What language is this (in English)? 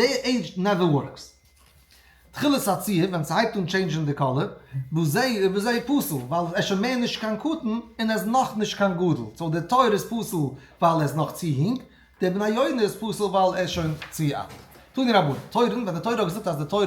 Yiddish